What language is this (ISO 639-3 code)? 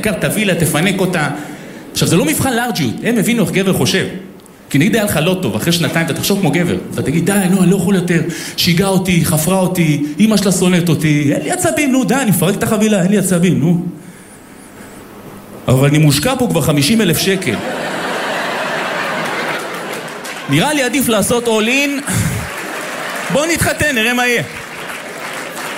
heb